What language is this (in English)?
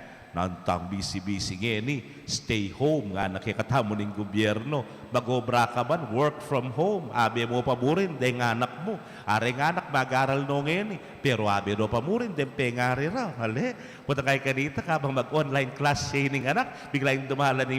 Pampanga